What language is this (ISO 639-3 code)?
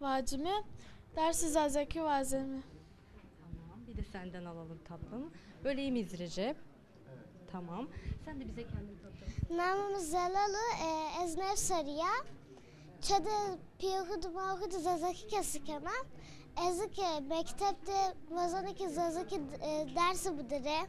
zza